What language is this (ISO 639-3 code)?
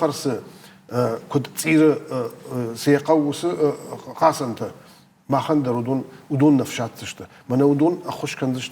oss